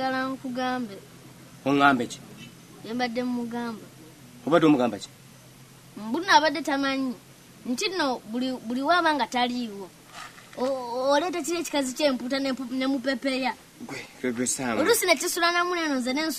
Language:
Ganda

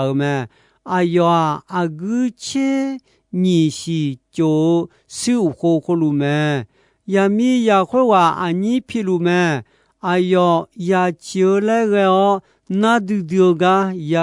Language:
Akha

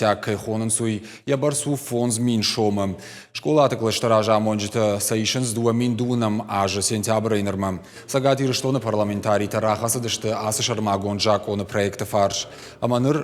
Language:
Ossetic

